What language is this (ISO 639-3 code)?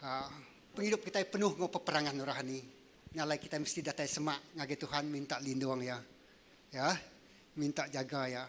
iba